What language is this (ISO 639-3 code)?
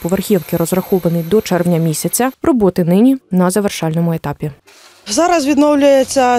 ukr